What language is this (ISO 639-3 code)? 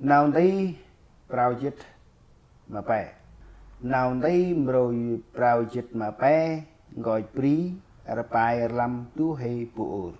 cmo